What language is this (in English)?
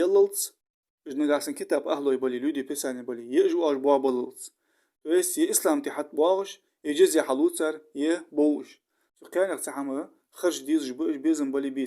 Ingush